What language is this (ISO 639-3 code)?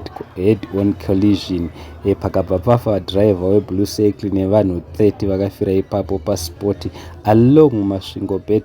sna